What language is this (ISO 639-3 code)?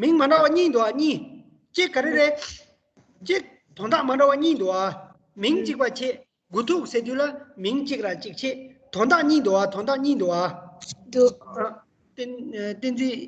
bod